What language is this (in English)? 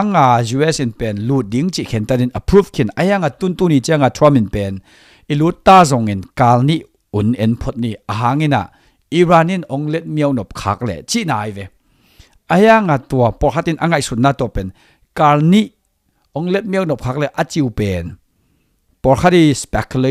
Tedim Chin